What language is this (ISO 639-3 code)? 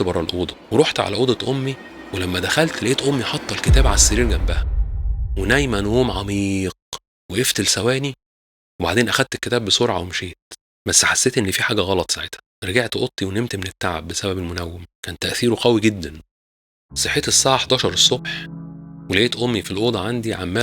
arz